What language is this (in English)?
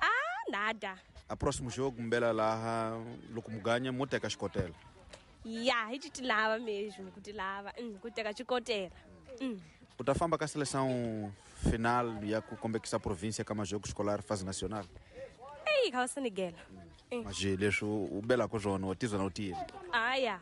Tsonga